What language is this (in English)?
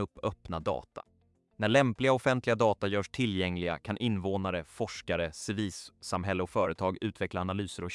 Swedish